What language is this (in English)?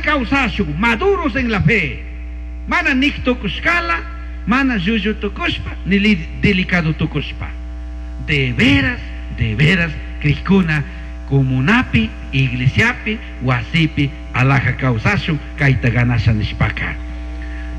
Chimborazo Highland Quichua